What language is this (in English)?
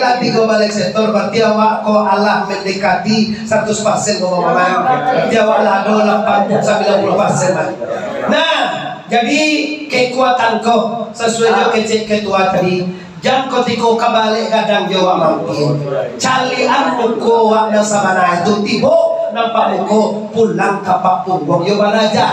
Minangkabau